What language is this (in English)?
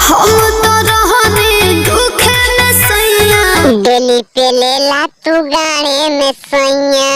Magahi